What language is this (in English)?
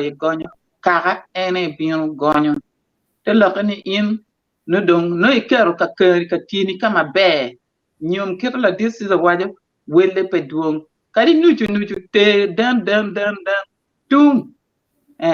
Acoli